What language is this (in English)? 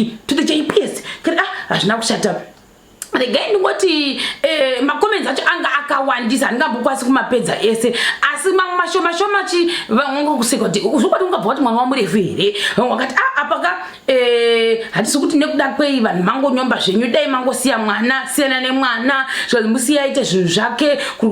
Shona